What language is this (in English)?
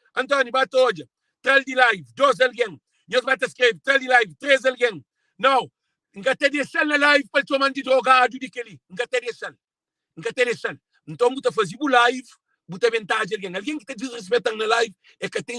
Kabuverdianu